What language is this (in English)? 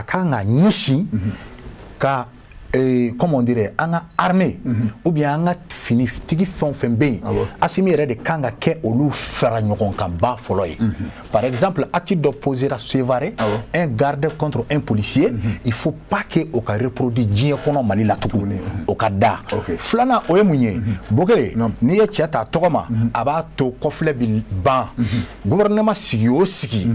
Bambara